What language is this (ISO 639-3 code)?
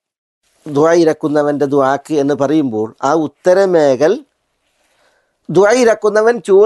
mal